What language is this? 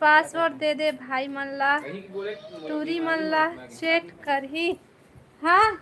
Chhattisgarhi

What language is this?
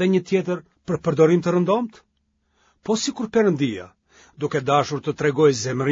Albanian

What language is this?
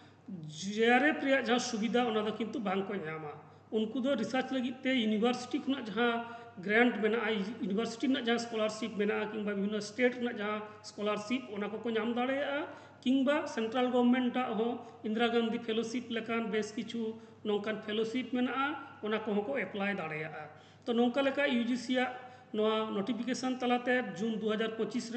Santali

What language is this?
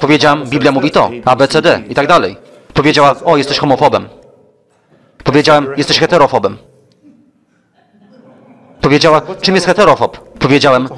Polish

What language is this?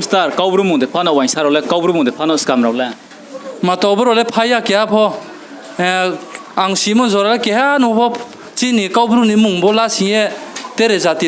Riang (India)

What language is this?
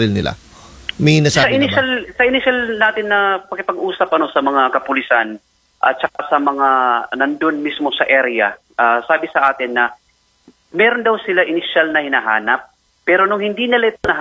Filipino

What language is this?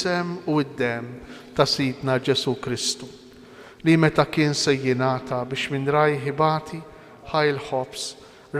Maltese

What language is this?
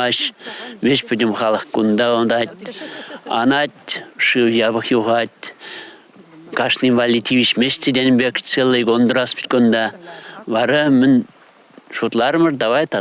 Chuvash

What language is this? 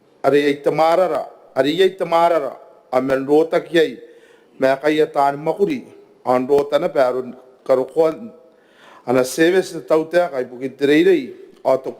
Gilbertese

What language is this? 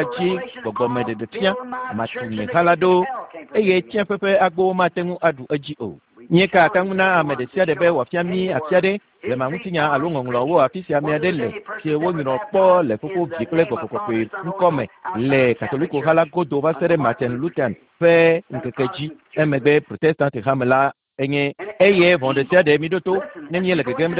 Ewe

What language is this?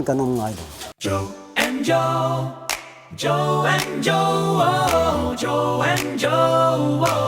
Mizo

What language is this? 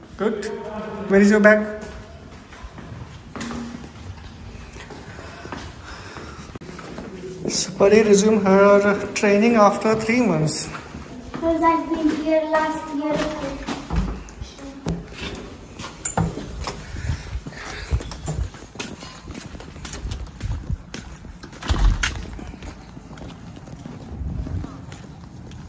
Marathi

